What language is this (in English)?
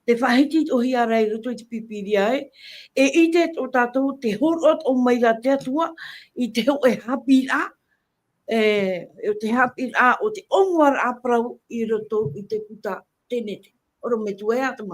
Tahitian